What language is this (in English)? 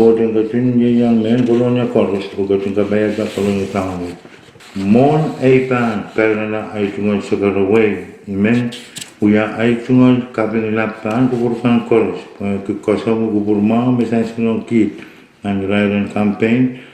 Pohnpeian